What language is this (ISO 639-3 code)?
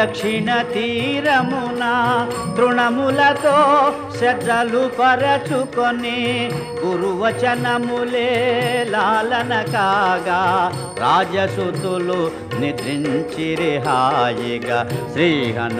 tel